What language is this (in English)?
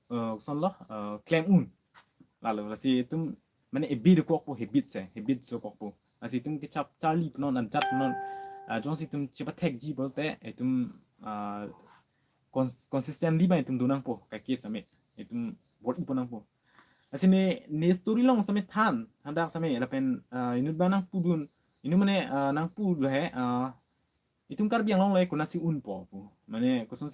Karbi